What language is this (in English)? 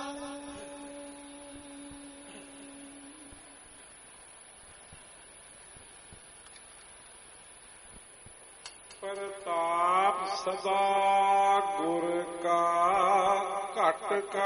Punjabi